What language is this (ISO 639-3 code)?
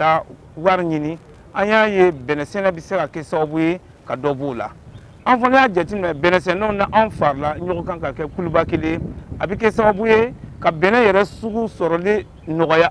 bam